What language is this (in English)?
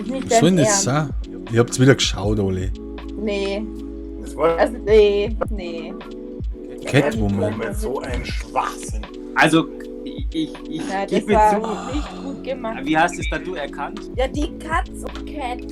Bavarian